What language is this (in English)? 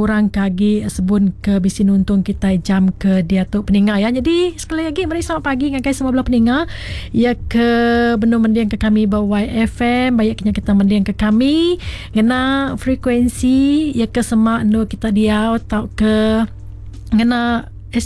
Iban